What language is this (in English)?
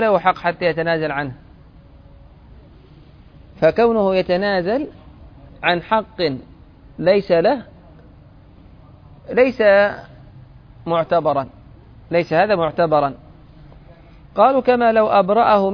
Arabic